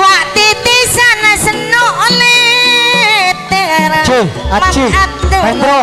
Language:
Madurese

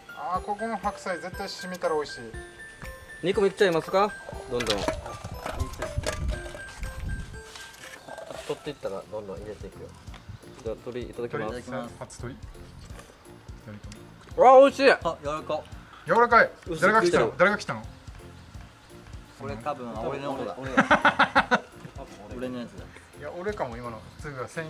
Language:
Japanese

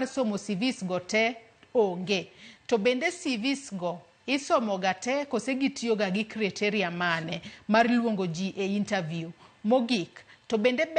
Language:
Luo (Kenya and Tanzania)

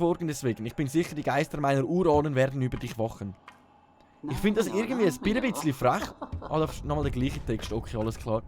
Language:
Swiss German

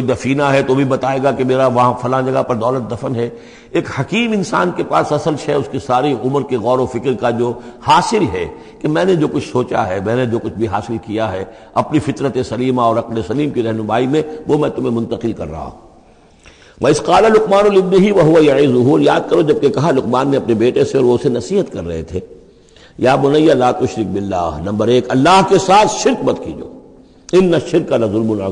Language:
Urdu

